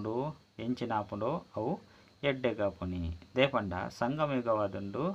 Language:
Tulu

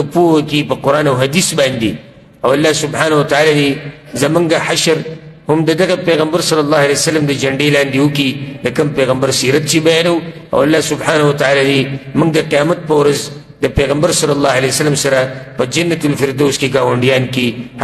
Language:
Pashto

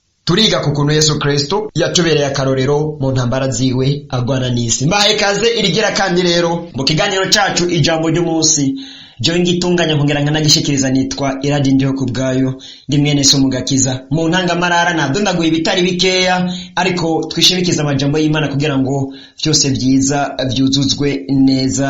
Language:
Rundi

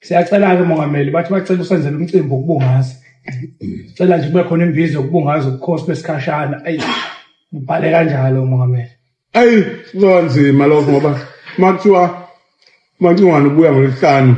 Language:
Zulu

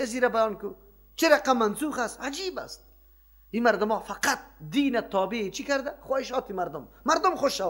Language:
Persian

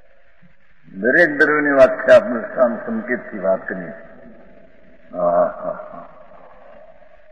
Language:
Gujarati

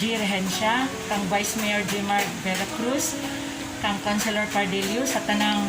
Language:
Cebuano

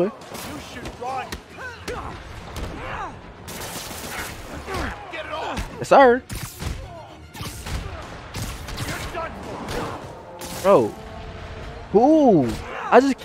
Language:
English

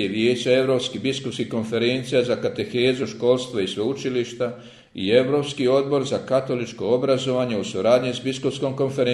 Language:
Croatian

